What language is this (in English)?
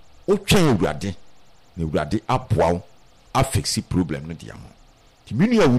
Akan